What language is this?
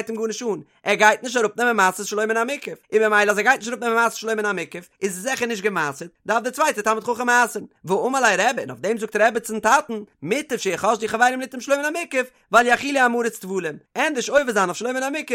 Yiddish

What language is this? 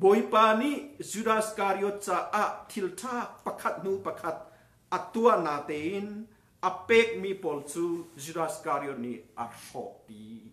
Hakha Chin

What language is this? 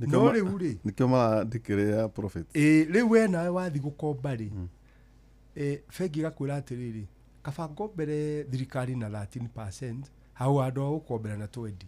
Kikuyu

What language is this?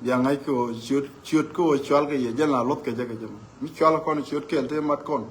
Nuer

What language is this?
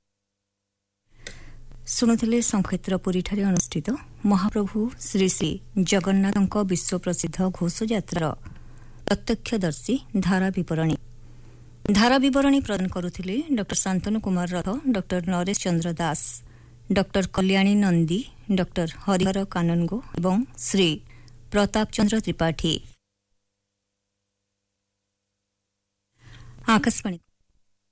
Odia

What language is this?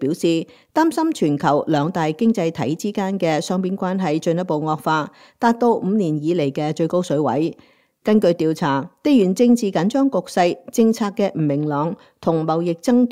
Cantonese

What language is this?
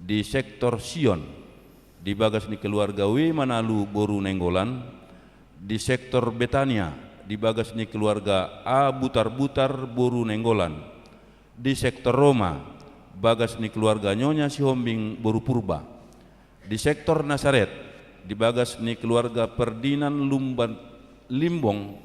Batak Toba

